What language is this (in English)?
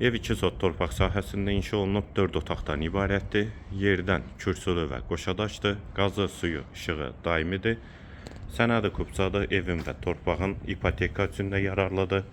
Azerbaijani